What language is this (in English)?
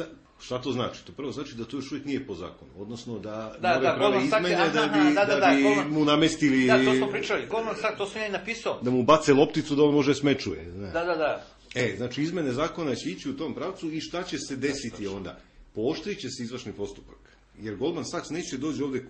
Serbian